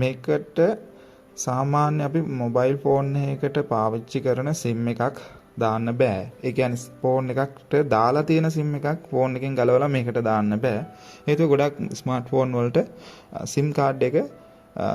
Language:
Sinhala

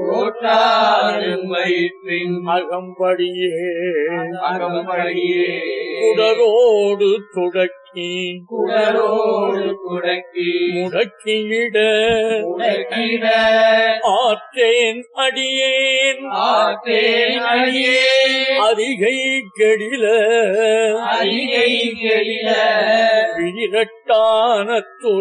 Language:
Tamil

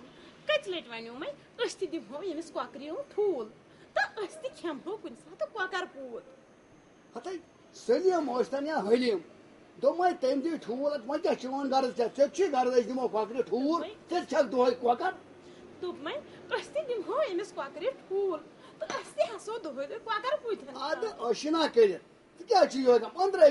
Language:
Kashmiri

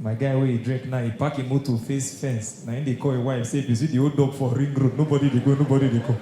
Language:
Nigerian Pidgin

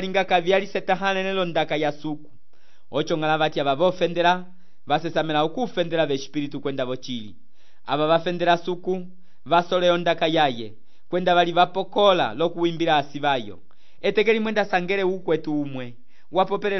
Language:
Umbundu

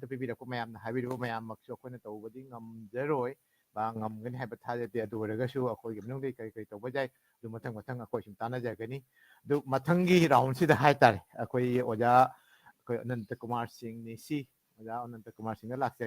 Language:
Manipuri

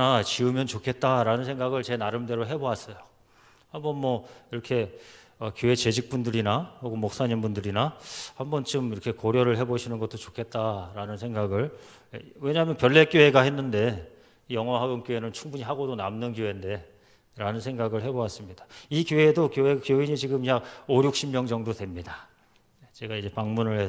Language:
Korean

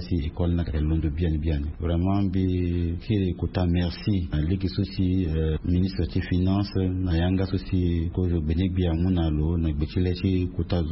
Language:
Sango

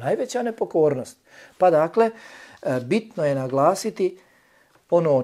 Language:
Bosnian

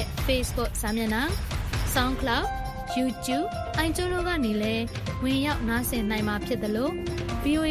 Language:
Burmese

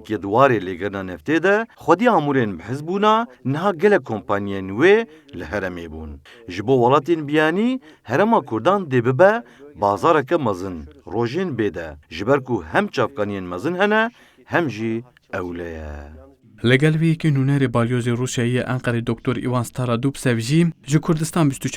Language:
Kurdish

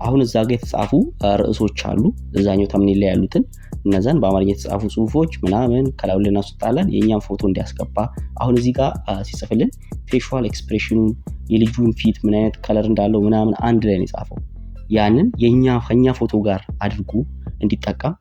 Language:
Amharic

